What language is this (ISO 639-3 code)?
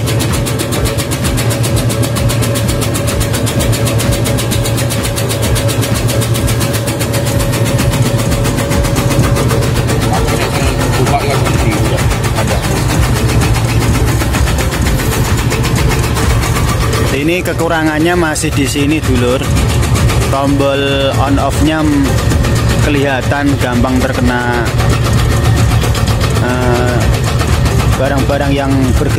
ind